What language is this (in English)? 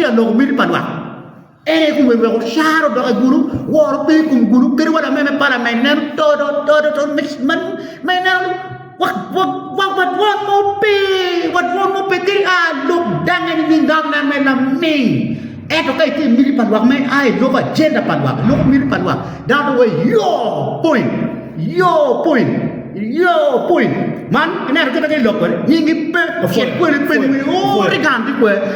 Acoli